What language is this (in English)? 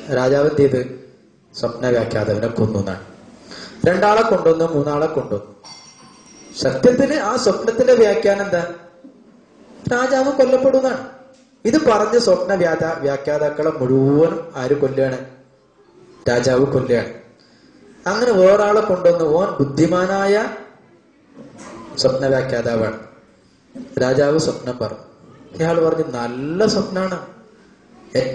Malayalam